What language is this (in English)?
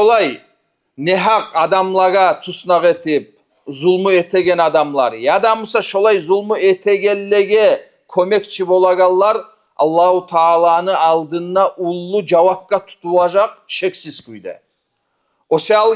Kumyk